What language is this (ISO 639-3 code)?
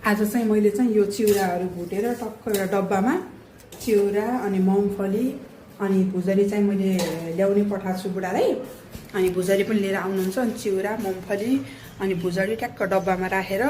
nep